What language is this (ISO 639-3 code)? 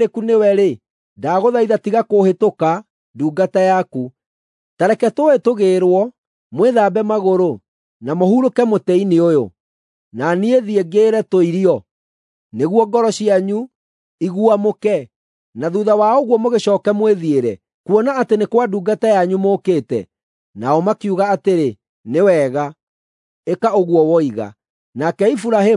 kik